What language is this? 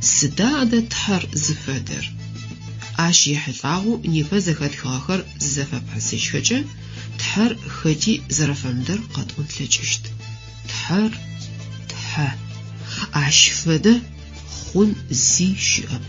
Adyghe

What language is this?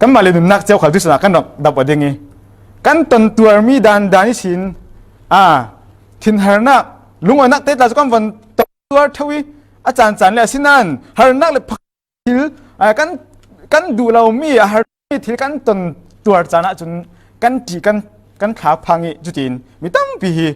Falam Chin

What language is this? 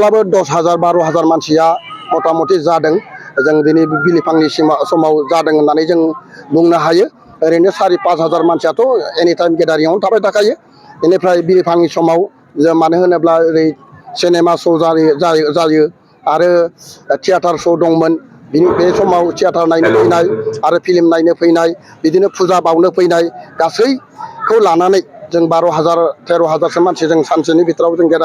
Bodo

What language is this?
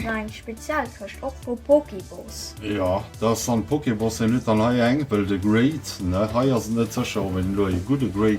Luxembourgish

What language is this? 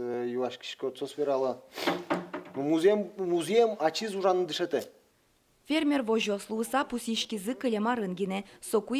Udmurt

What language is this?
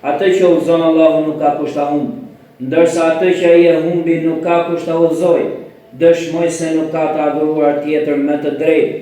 Albanian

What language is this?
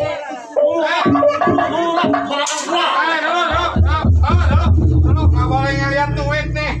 Betawi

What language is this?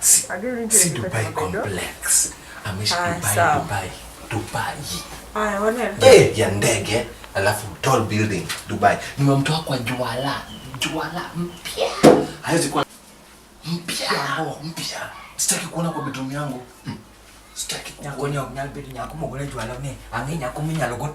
Luo (Kenya and Tanzania)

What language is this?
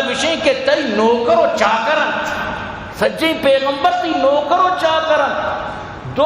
Eastern Balochi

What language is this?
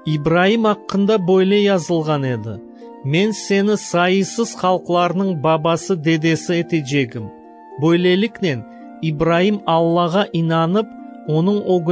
Crimean Tatar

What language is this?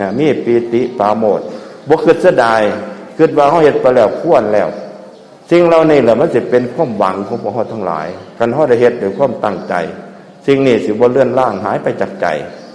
Northeastern Thai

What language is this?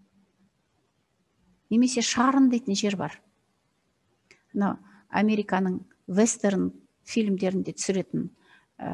Kazakh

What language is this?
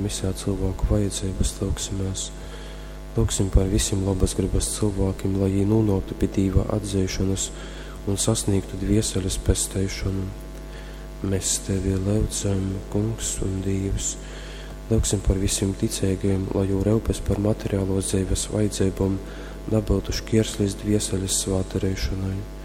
Latgalian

